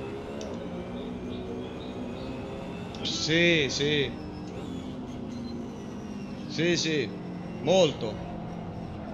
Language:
Italian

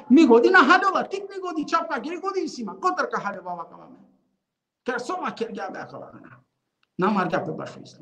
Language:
Balkan Romani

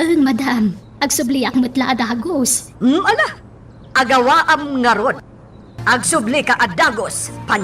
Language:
Iloko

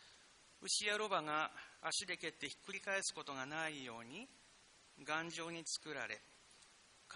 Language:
Japanese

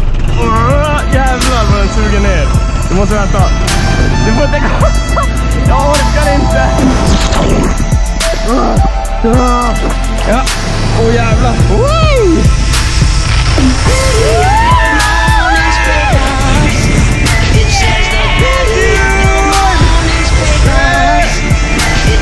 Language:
Swedish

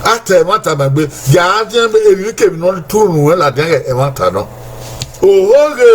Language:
Bini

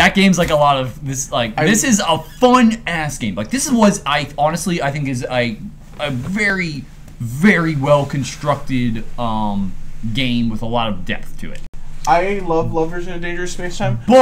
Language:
English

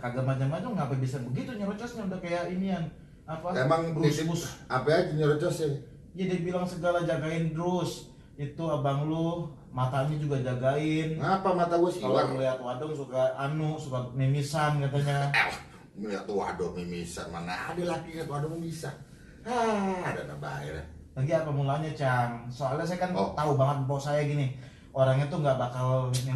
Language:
Betawi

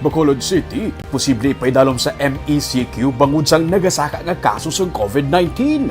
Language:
Hiligaynon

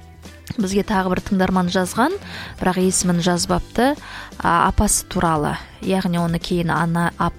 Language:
Kazakh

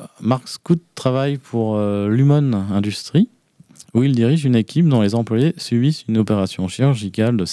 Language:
French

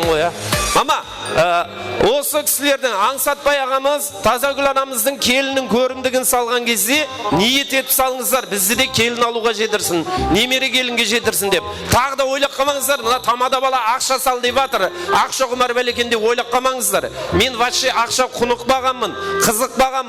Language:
Kara-Kalpak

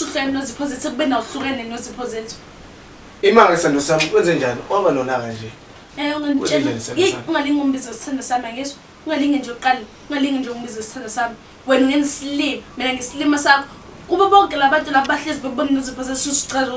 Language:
Zulu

